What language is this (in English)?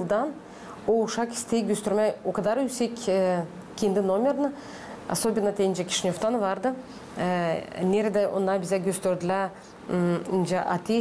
Gagauz